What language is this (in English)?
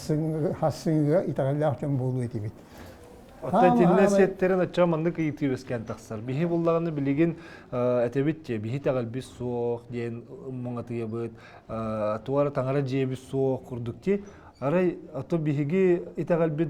Yakut